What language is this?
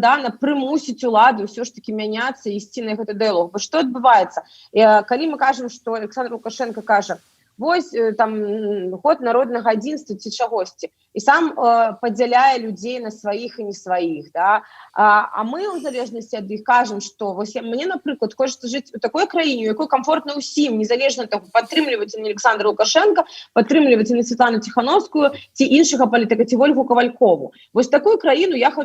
Belarusian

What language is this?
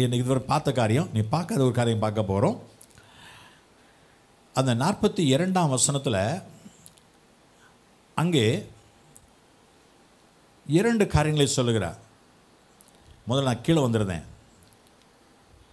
Tamil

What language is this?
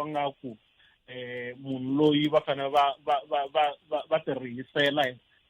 Tsonga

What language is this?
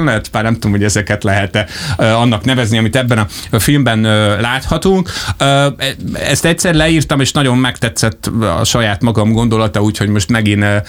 Hungarian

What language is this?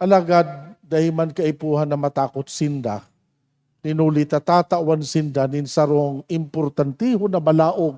Bikol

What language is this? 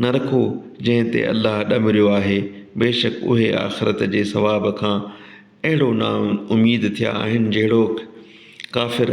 Sindhi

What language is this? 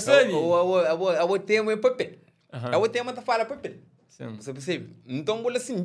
Kabuverdianu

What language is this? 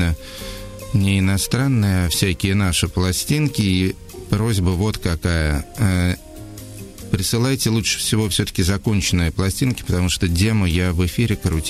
Russian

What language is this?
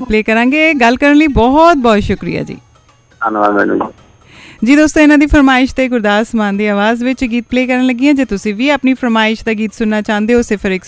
Punjabi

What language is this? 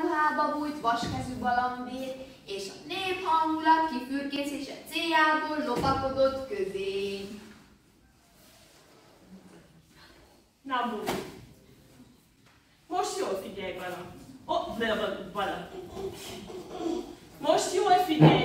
Hungarian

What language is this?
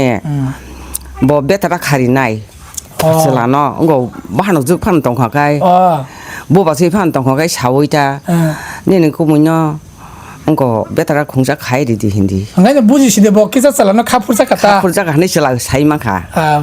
Kok Borok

